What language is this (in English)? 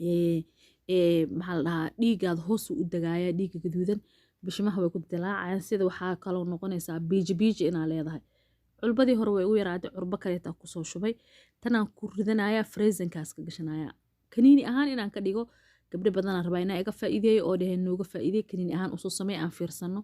Somali